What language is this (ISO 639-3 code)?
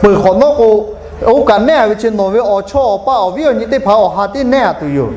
lhu